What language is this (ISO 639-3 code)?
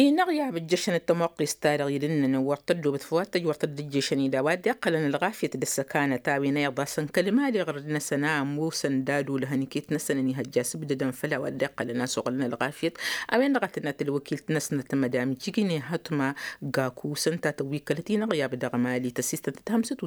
taq